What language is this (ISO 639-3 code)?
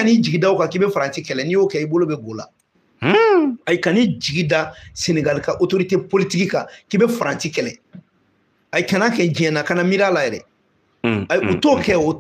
bam